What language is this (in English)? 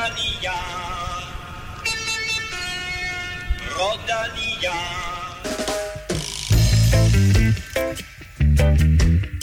Danish